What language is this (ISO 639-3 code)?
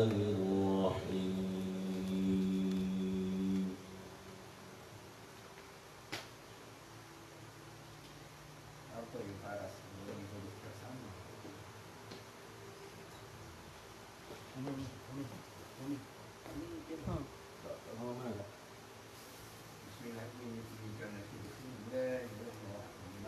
msa